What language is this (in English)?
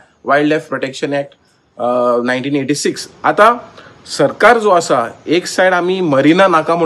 Konkani